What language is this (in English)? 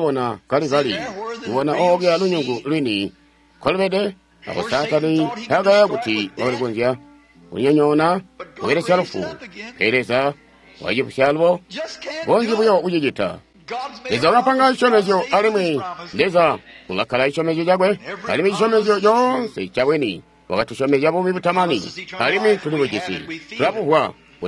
Tonga (Zambia)